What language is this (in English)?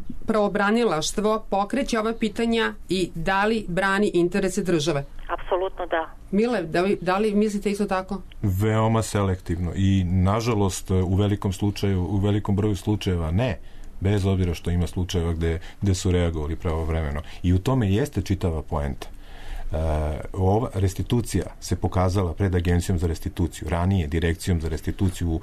Serbian